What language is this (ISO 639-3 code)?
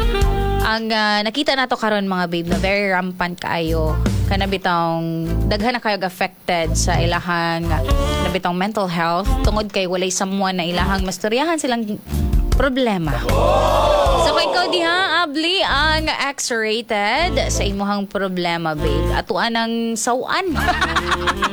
ceb